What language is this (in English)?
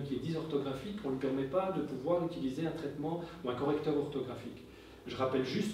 French